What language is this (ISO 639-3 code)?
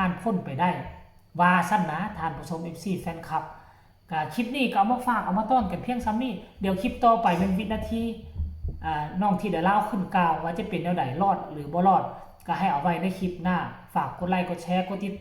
tts